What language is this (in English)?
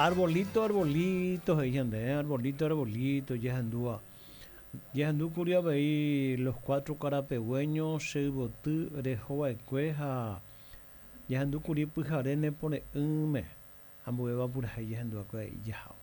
Guarani